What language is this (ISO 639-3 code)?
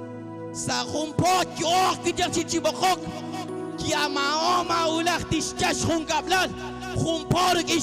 kek